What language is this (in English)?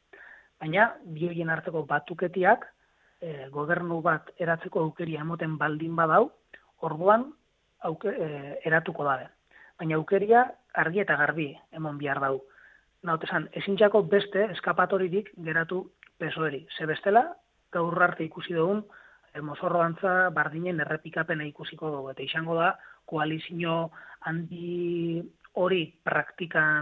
Basque